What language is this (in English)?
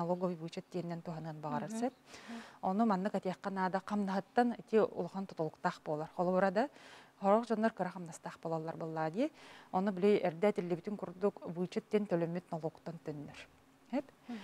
Yakut